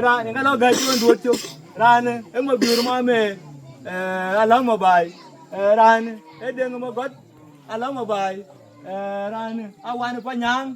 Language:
Dinka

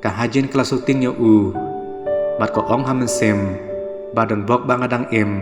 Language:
Khasi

